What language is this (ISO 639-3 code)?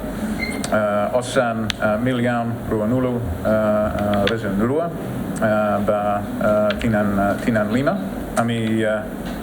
tet